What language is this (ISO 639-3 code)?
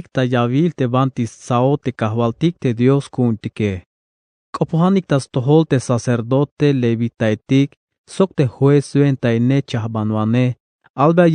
tzh